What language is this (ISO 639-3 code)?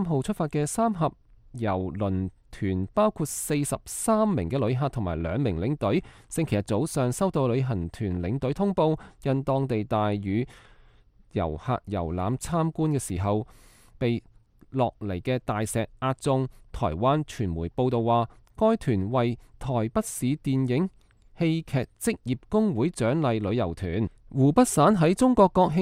yue